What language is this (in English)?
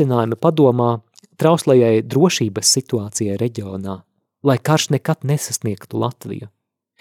Latvian